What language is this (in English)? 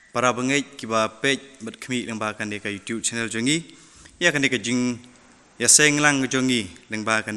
Khasi